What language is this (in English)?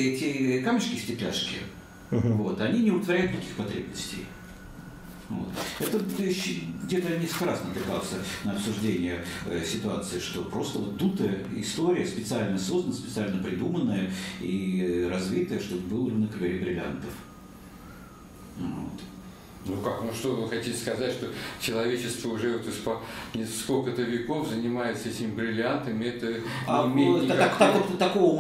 Russian